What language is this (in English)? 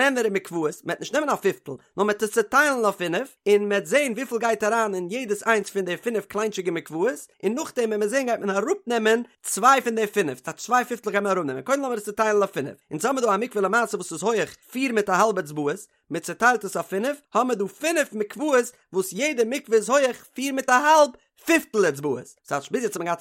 Yiddish